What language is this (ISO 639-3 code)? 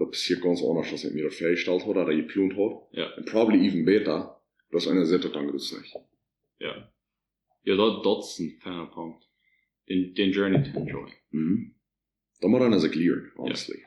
pdt